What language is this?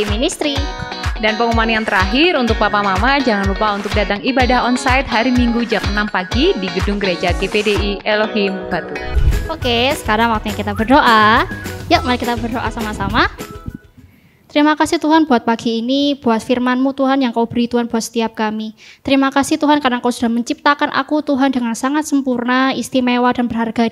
Indonesian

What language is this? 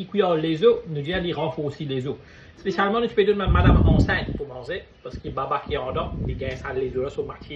Morisyen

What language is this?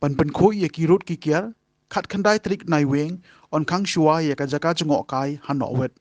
Khasi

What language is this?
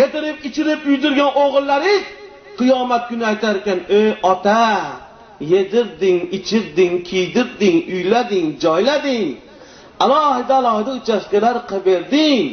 Uzbek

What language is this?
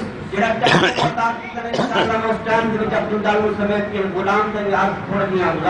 Saraiki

